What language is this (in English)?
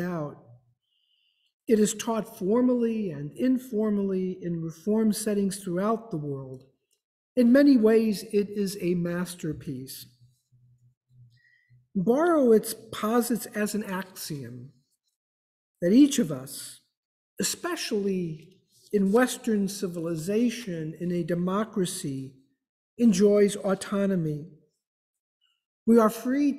English